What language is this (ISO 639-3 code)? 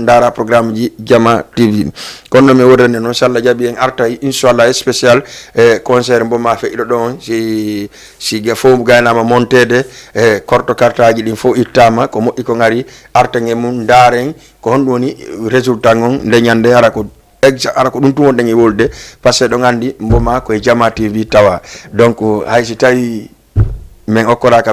ful